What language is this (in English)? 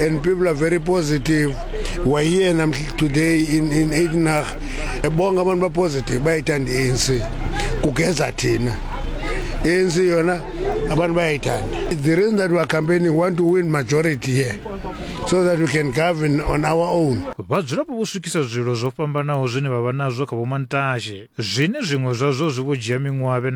Venda